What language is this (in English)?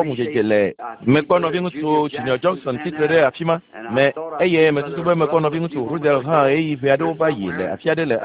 Ewe